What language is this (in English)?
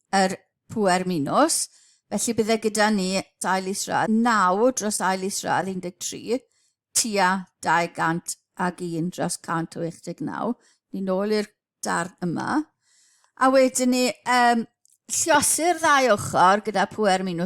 Welsh